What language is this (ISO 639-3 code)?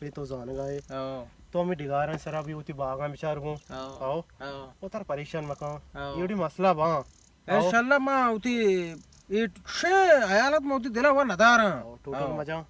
bal